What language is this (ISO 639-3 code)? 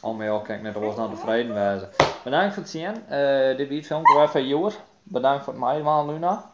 fry